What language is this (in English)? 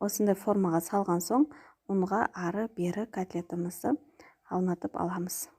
Kazakh